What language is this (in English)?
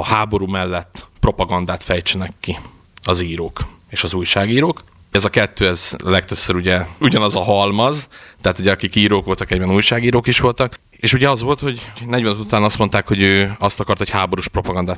Hungarian